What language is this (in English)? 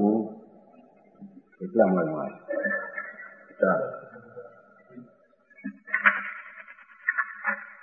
Gujarati